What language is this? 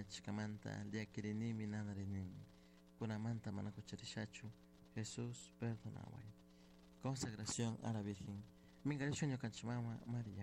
Chimborazo Highland Quichua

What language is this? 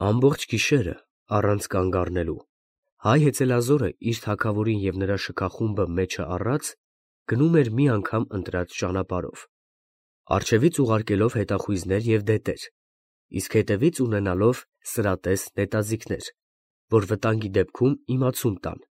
Armenian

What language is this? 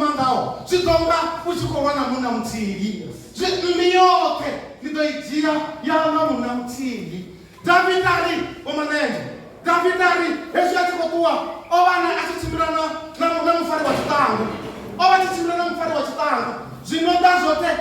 Venda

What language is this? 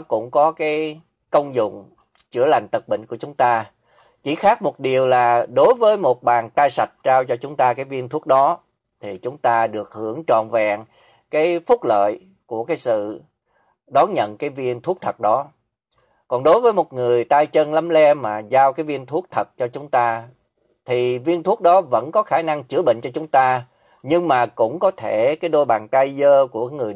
Vietnamese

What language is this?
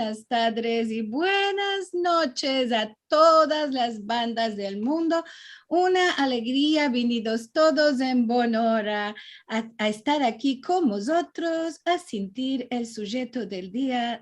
Ladino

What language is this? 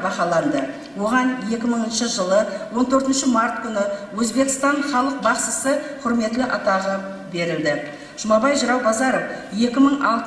Kara-Kalpak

